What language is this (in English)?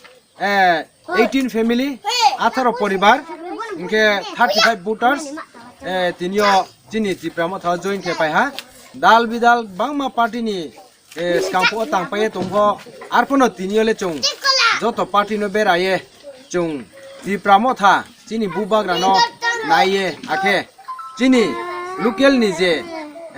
Kok Borok